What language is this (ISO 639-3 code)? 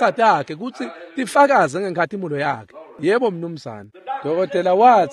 ssw